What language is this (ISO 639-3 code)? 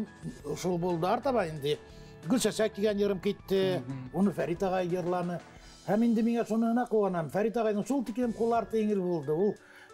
bak